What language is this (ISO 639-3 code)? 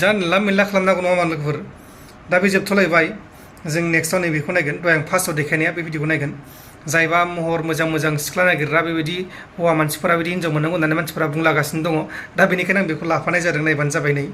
brx